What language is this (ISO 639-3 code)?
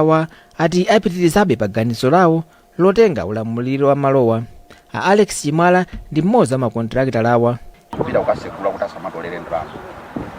nya